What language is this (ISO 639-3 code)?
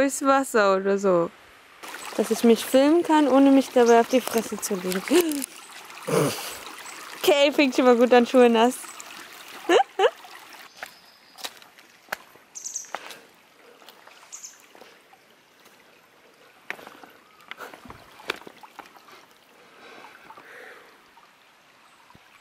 deu